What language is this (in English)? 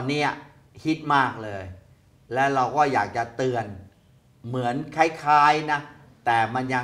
Thai